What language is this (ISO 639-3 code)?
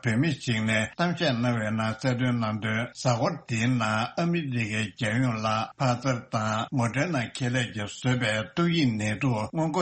bod